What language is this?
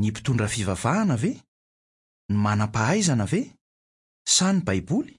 Malagasy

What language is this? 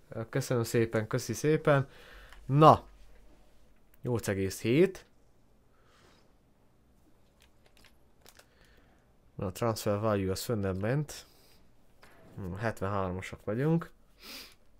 Hungarian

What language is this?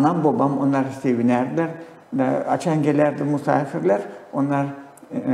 Gagauz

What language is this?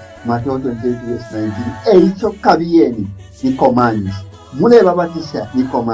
Bemba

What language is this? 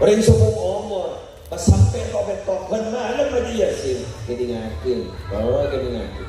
Madurese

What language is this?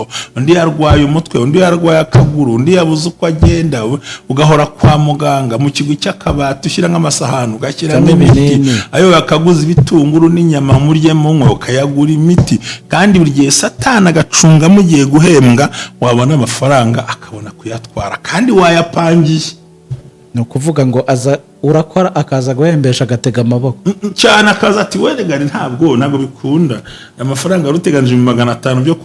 Kinyarwanda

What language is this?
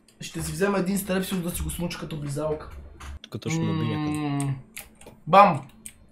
Bulgarian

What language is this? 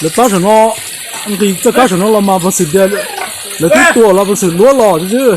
Hmong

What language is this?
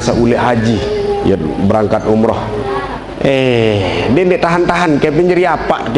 Sasak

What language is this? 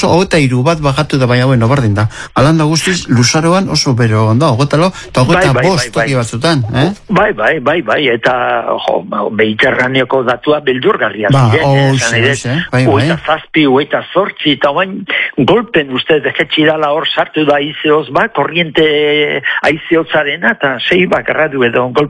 Basque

